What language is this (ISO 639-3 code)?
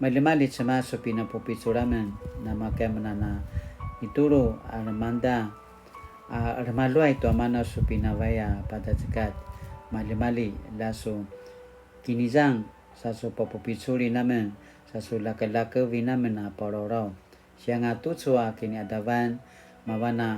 pwn